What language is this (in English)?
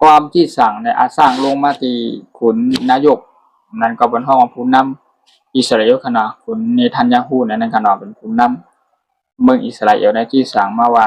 Shan